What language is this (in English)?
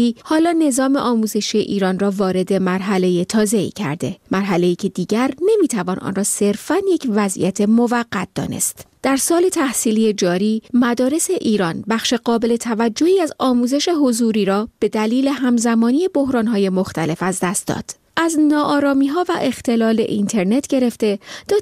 Persian